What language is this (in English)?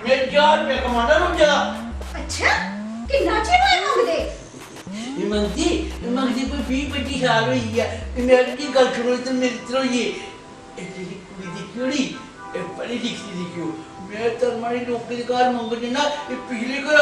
Dogri